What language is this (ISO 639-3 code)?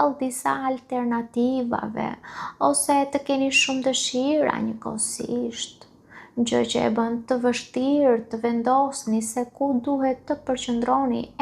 sqi